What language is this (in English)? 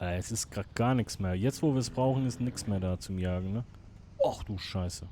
Swiss German